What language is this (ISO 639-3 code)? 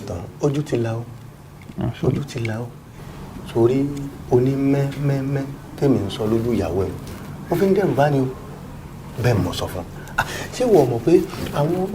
yor